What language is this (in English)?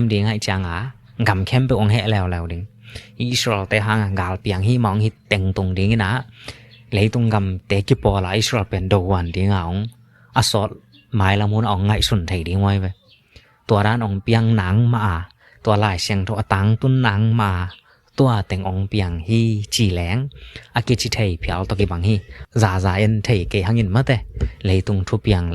Tedim Chin